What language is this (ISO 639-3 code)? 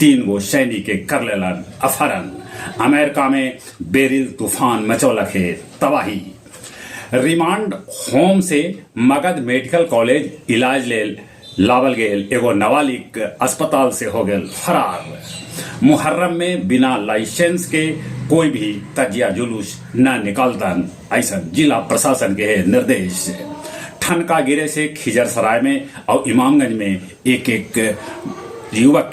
mag